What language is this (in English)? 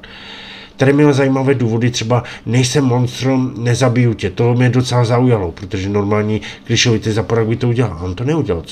Czech